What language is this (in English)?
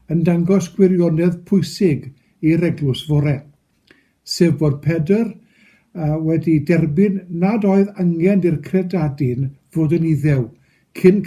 Welsh